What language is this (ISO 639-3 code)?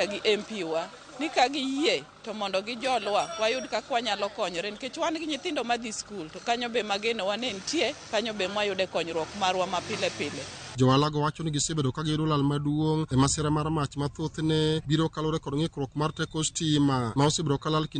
luo